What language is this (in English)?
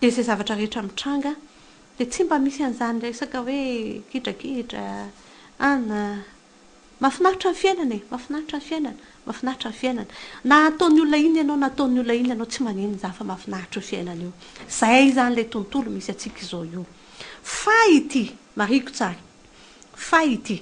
Malagasy